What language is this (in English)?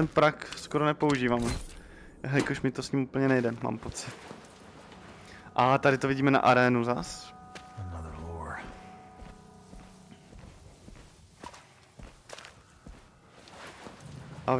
Czech